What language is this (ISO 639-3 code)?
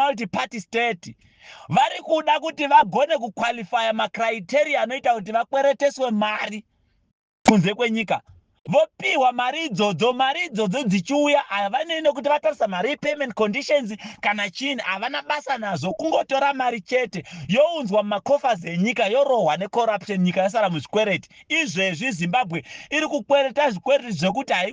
sna